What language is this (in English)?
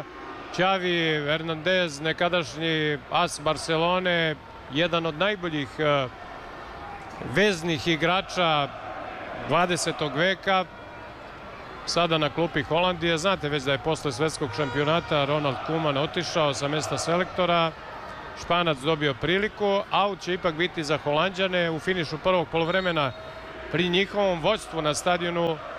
Serbian